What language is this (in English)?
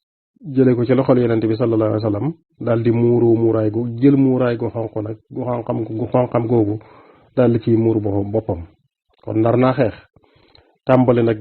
Wolof